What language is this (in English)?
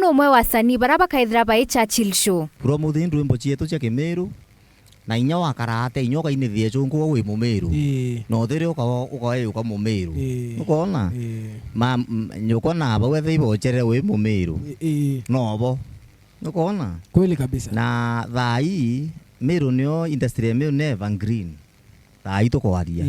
Meru